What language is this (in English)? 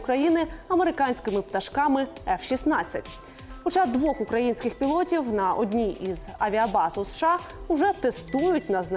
Ukrainian